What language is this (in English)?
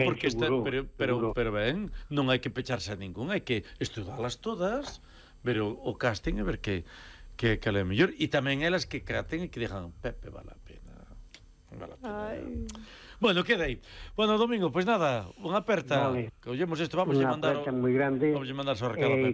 Galician